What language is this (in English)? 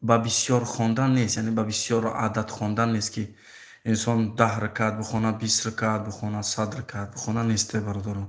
Tajik